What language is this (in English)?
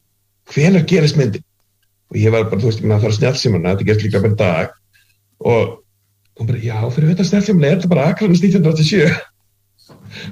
Icelandic